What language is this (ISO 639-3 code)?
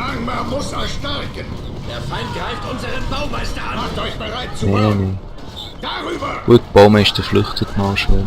gsw